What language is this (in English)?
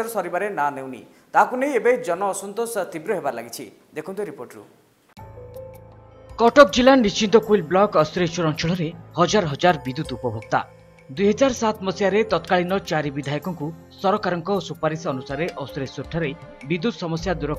Odia